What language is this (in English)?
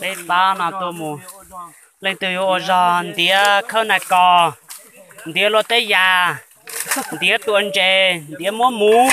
Hmong